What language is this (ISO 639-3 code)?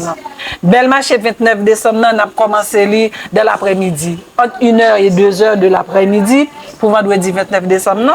hat